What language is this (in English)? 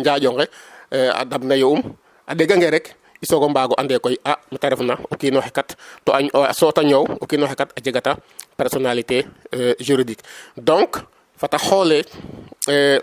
Serer